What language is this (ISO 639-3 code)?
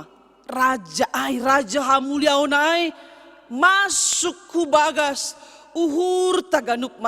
bts